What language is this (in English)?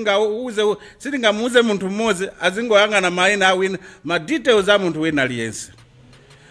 Nyanja